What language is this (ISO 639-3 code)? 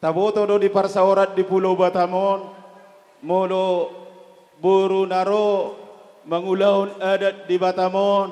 bbc